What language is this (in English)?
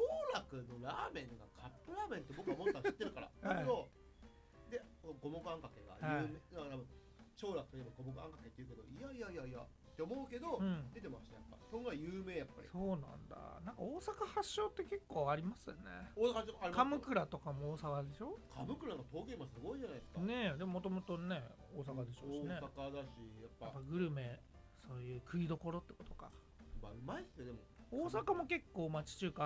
Japanese